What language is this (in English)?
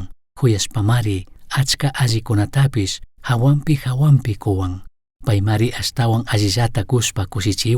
Chimborazo Highland Quichua